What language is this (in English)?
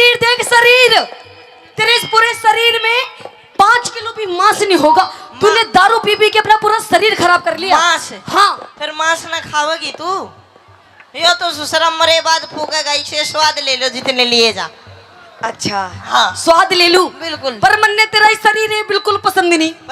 Haryanvi